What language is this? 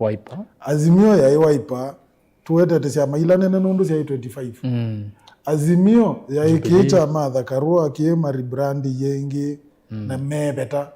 Kamba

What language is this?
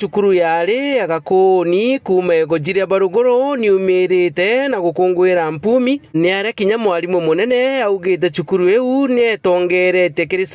Meru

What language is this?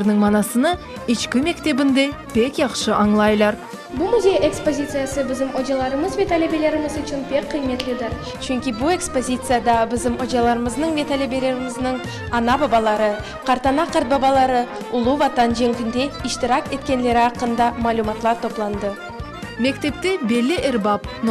Crimean Tatar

